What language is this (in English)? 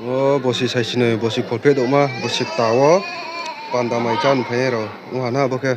Riang (India)